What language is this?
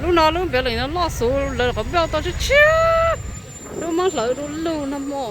Hmong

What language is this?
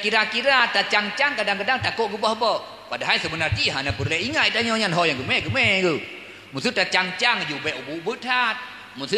Achinese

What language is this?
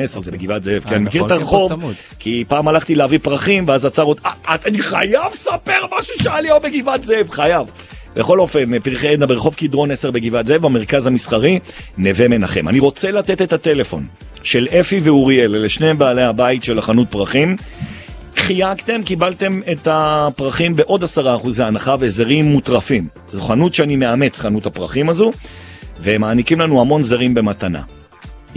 Hebrew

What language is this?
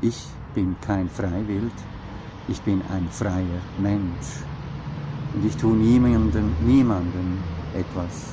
Swiss German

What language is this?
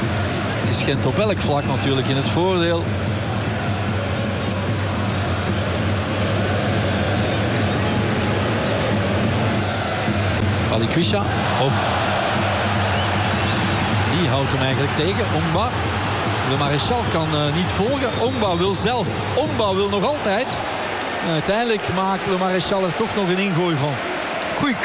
Dutch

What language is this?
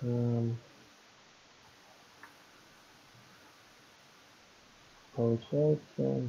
Russian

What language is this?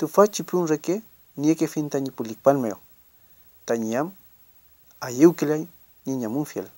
Mapuche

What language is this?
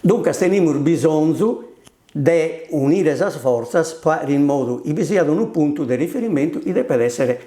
Sardinian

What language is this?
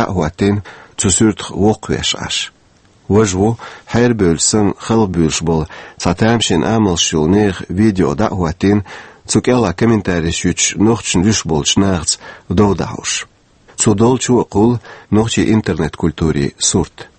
Chechen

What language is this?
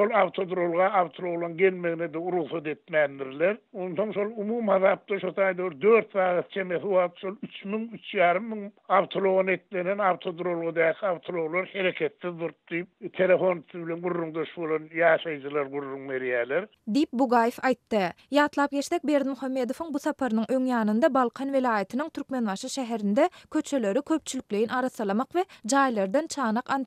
Turkmen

